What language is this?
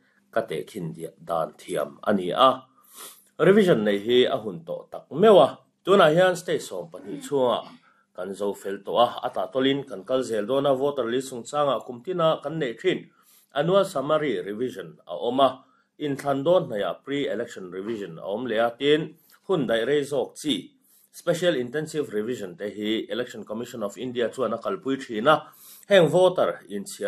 Mizo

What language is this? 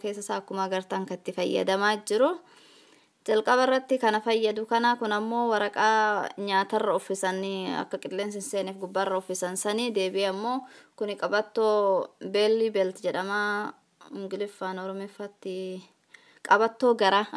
Oromo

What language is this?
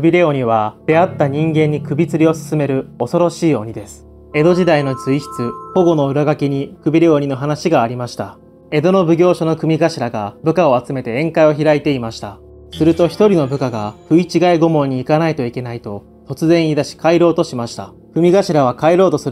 Japanese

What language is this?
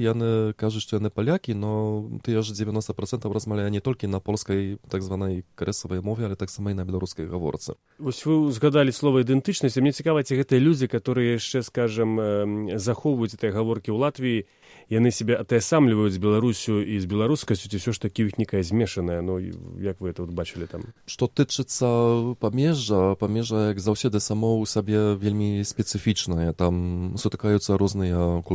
Belarusian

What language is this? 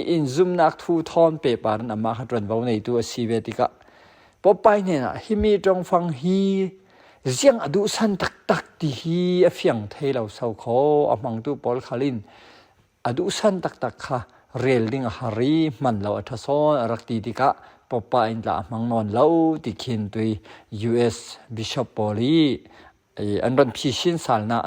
Falam Chin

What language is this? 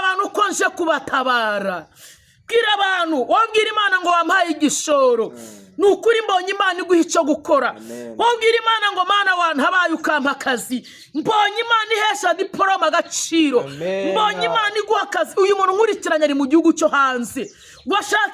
Kinyarwanda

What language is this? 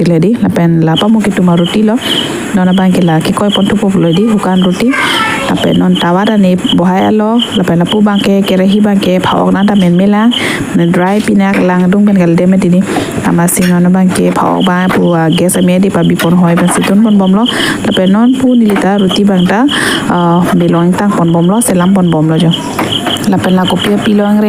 Karbi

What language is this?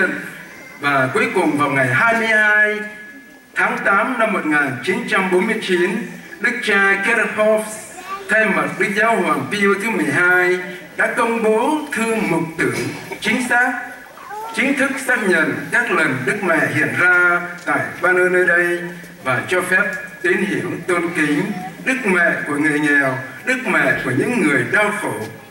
Vietnamese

